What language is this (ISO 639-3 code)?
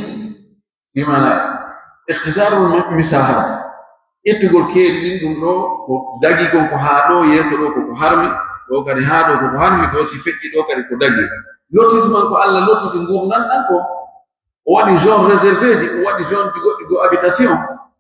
fuf